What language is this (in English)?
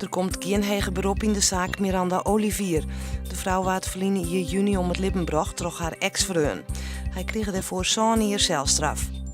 Western Frisian